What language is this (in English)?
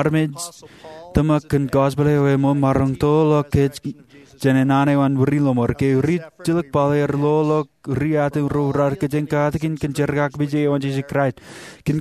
Marshallese